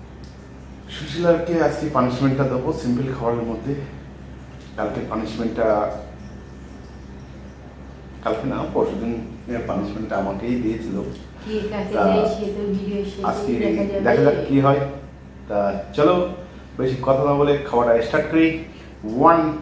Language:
Bangla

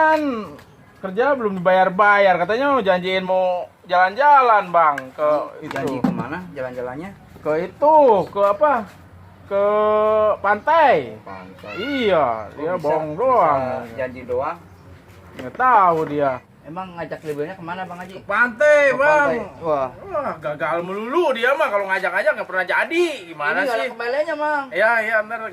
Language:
Betawi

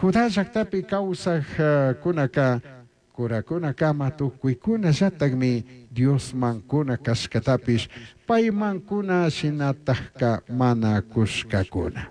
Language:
Chimborazo Highland Quichua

